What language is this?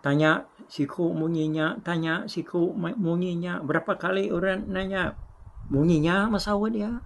Iban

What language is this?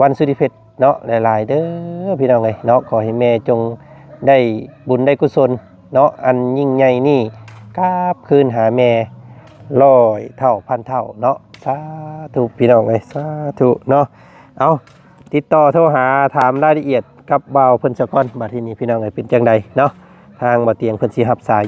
Lao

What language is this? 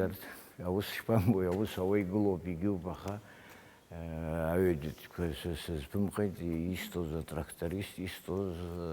Abkhazian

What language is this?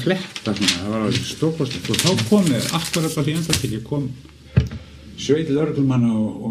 Icelandic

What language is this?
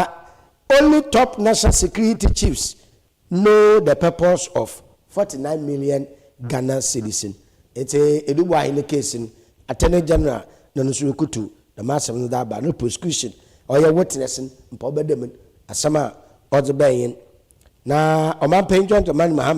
Akan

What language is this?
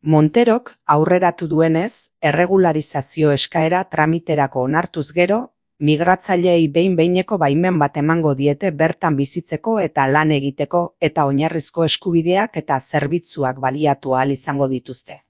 Basque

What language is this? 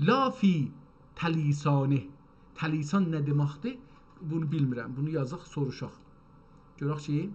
South Azerbaijani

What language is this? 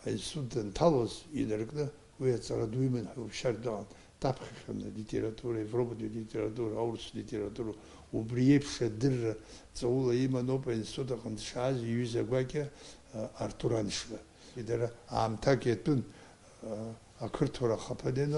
Abkhazian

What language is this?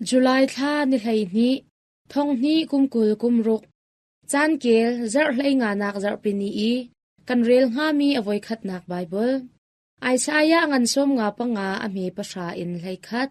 Hakha Chin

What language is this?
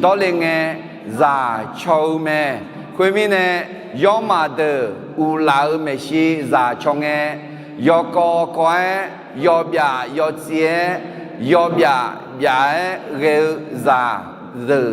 Akha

